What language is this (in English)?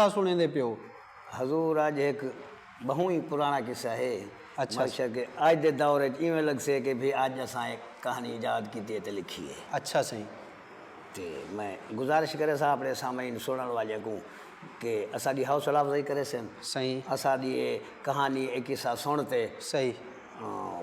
Saraiki